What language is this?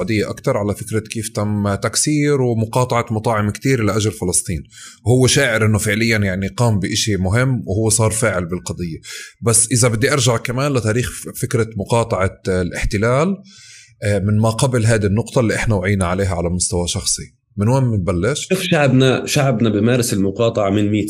North Levantine Arabic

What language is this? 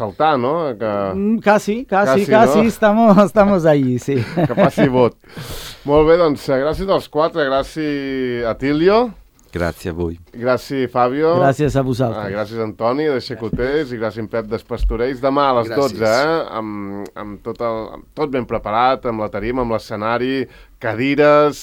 Catalan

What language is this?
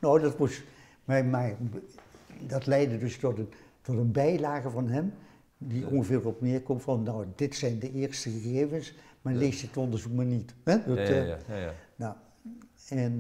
Dutch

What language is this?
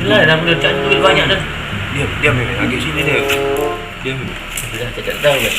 Musi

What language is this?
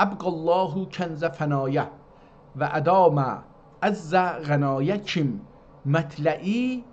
South Azerbaijani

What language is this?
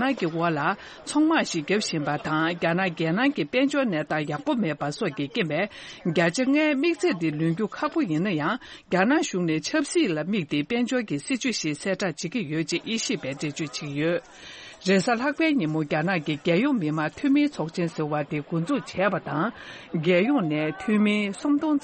Tibetan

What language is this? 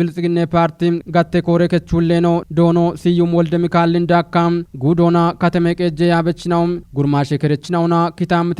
Kafa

